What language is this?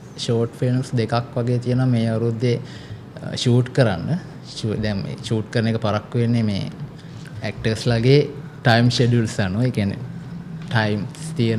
Sinhala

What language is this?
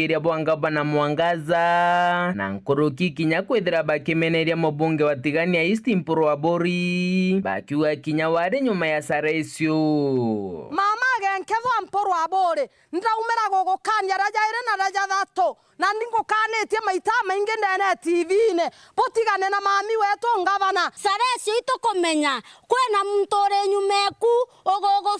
Meru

